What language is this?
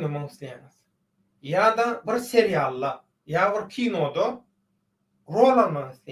Turkmen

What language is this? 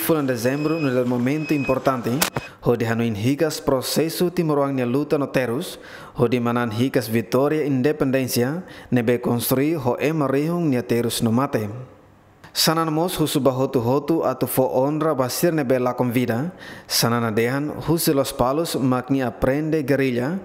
Tetum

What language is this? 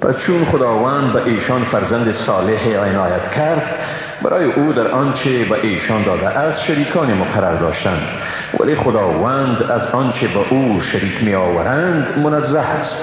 Persian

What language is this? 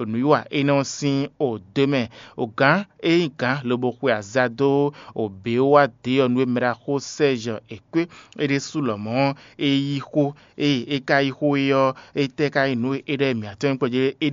Fon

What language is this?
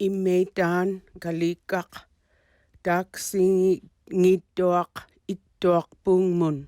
Inupiaq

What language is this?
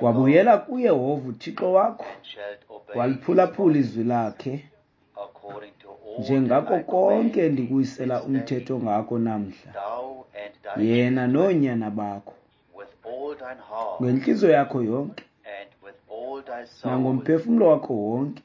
Xhosa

